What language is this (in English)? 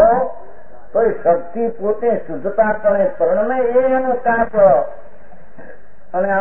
Gujarati